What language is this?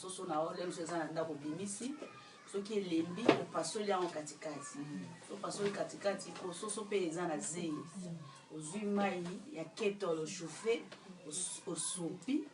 Lingala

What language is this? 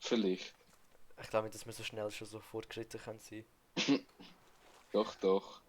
Swiss German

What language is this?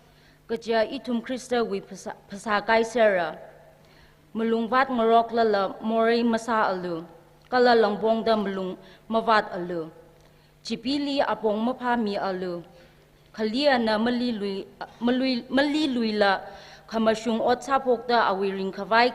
Tangkhul Naga (India)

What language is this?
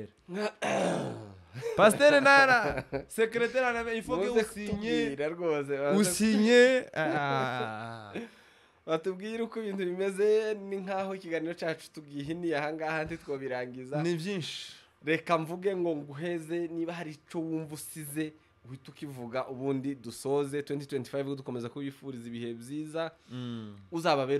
Rundi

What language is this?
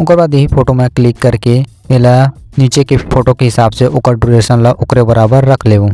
Chhattisgarhi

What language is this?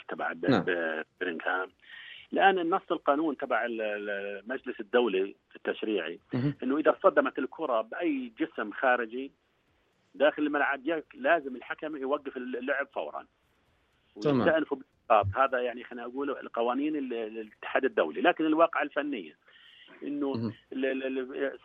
North Levantine Arabic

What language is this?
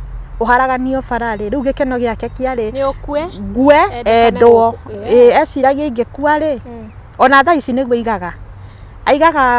Kikuyu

